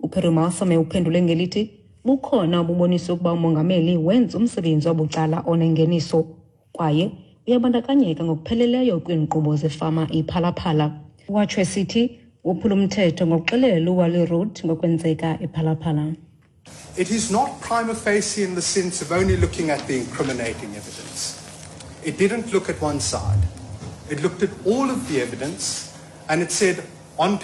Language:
Xhosa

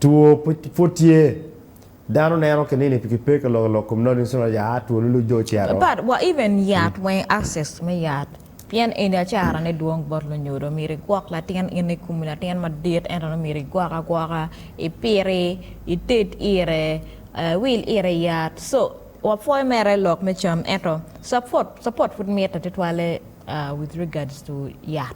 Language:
Acoli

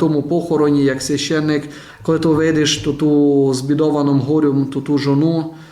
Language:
Rusyn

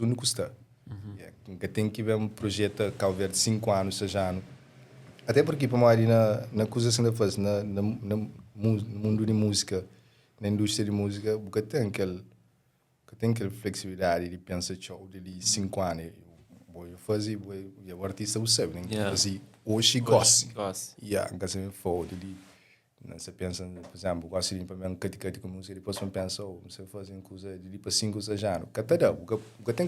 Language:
Kabuverdianu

